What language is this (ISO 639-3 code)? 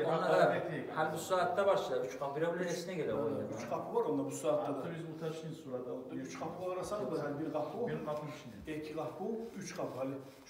kum